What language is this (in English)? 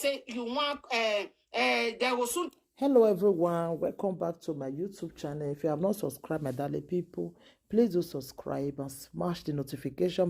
Nigerian Pidgin